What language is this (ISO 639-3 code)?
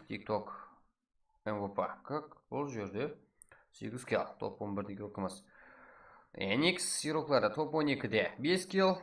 kaa